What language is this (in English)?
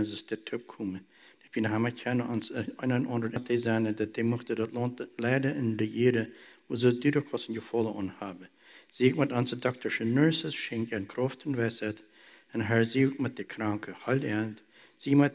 German